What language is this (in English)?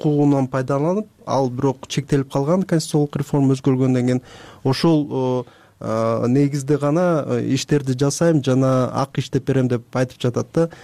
Kyrgyz